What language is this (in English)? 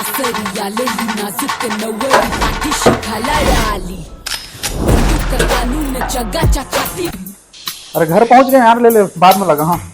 Chhattisgarhi